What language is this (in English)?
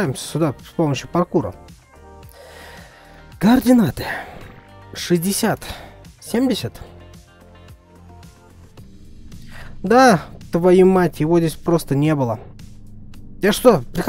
Russian